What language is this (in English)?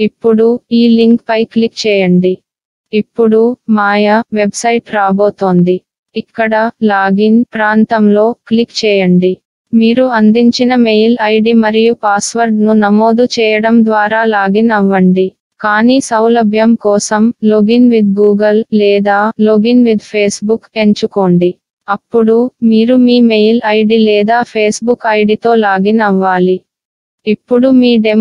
Telugu